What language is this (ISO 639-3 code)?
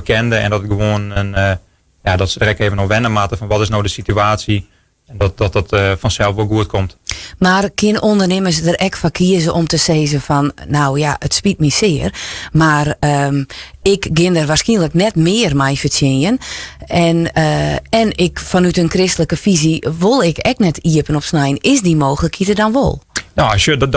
fry